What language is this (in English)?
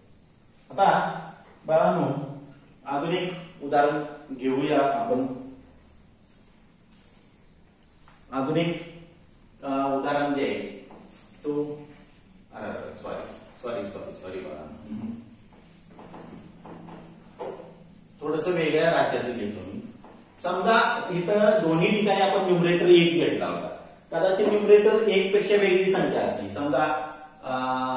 Marathi